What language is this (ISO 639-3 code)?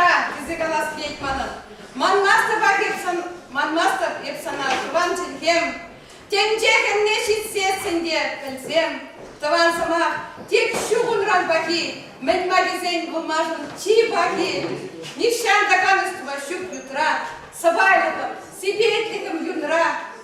chv